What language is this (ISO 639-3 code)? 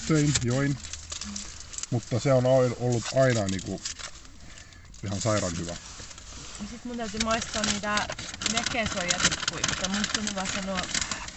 fin